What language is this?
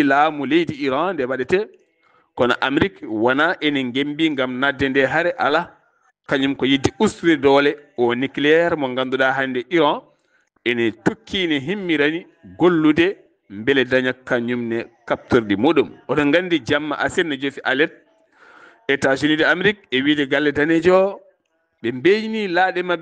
Fula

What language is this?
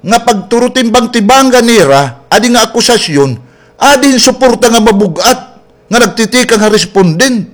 Waray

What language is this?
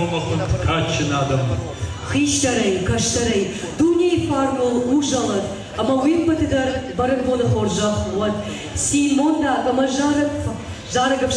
Ossetic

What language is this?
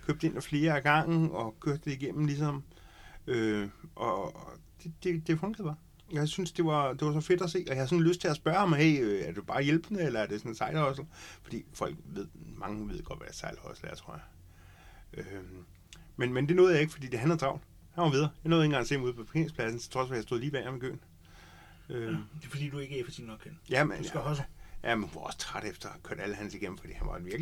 Danish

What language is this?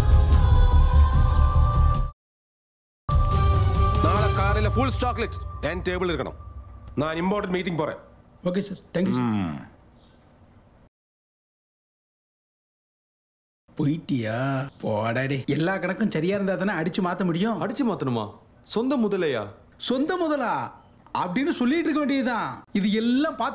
Tamil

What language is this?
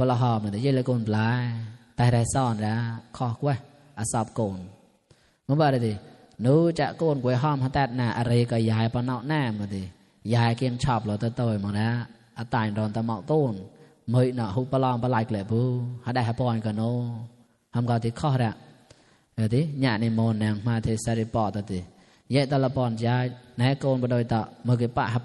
Mon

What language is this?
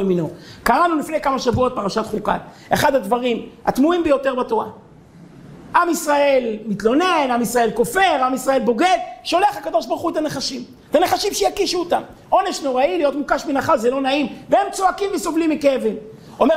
Hebrew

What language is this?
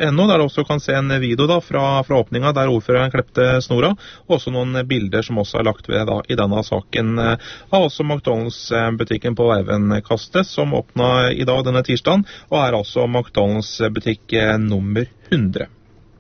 Norwegian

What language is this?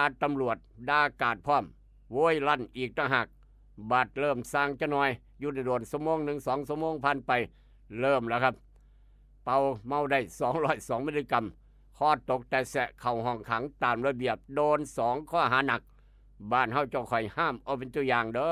Northeastern Thai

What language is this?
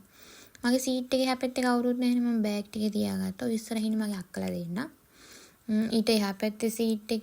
Sinhala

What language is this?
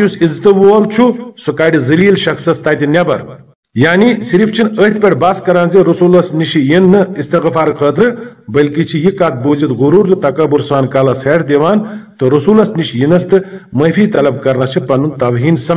Kashmiri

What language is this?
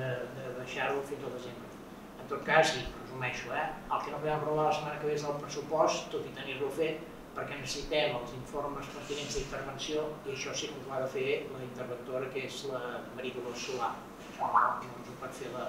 Catalan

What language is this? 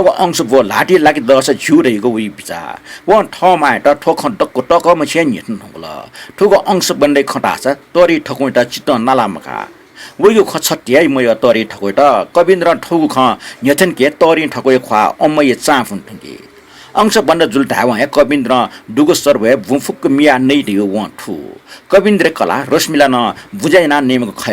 Newari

